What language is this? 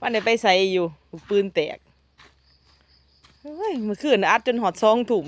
Lao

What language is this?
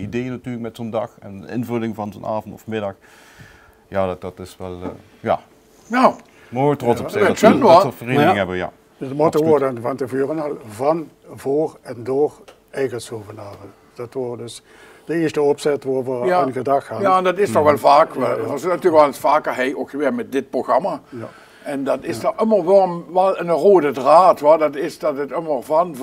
Limburgish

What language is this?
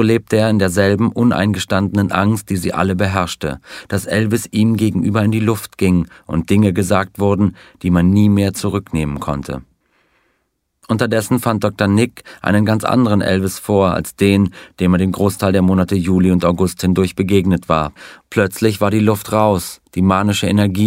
German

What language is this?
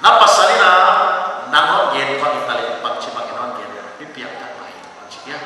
Paite Chin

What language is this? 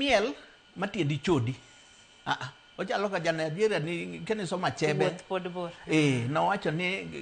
Luo (Kenya and Tanzania)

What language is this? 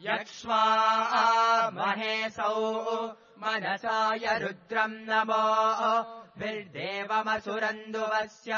Sanskrit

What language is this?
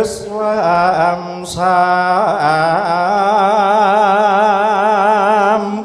Javanese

